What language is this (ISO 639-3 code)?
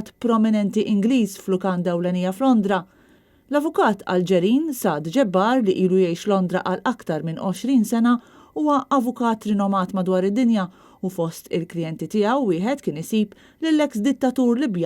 mlt